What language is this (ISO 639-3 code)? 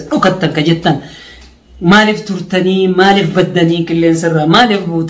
orm